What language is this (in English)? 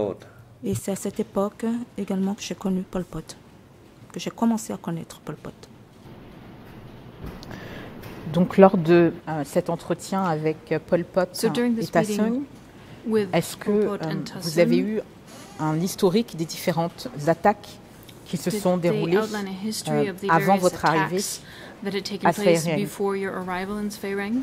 French